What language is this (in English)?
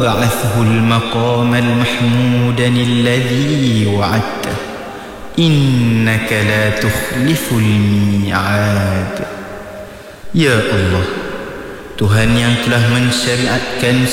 Malay